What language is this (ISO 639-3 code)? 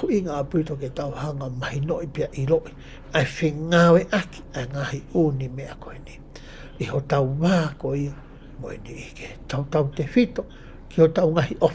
ton